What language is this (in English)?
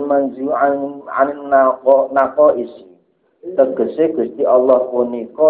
Javanese